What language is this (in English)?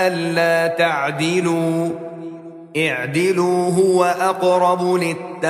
Arabic